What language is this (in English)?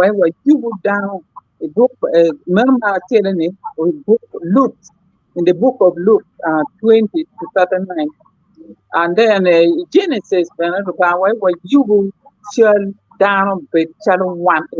Acoli